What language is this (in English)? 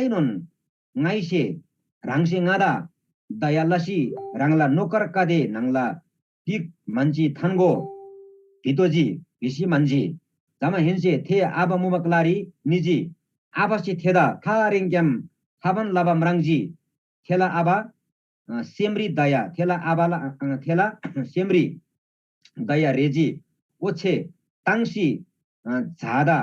Eastern Tamang